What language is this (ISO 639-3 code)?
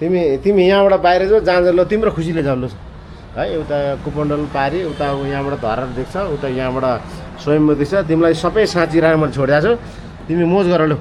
nep